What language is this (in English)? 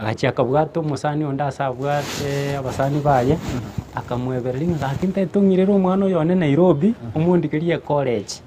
Gusii